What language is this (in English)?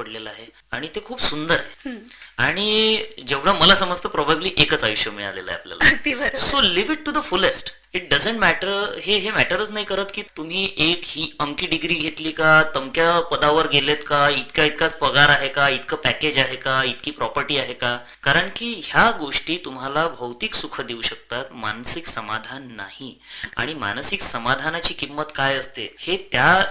Marathi